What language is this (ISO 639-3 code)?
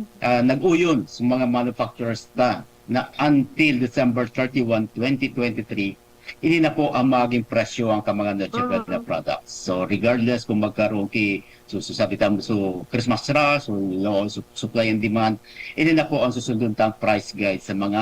bik